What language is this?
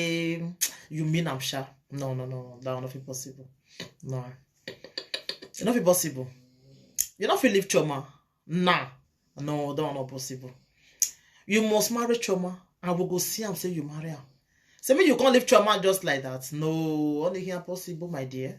Nigerian Pidgin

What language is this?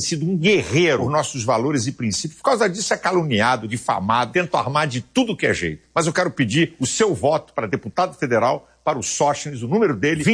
Portuguese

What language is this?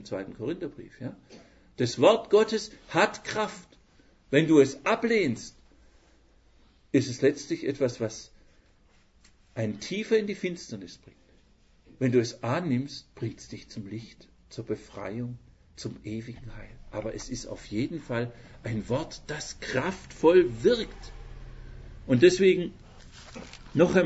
German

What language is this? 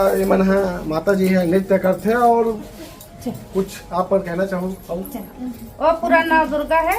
Chhattisgarhi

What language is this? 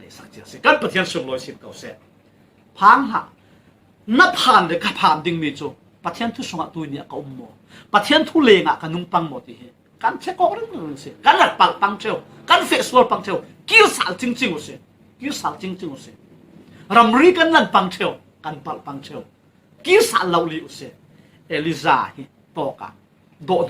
Falam Chin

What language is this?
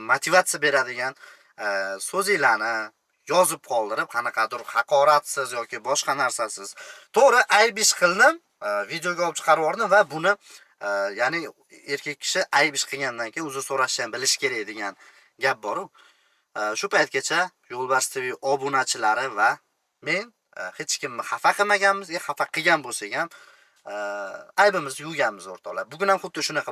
Uzbek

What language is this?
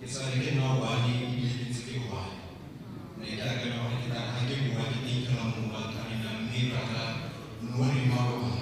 Tswana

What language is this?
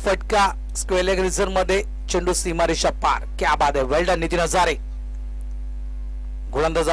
Marathi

